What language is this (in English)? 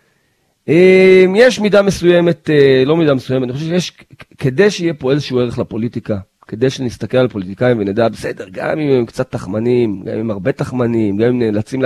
Hebrew